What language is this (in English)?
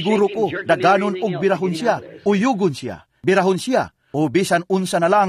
Cebuano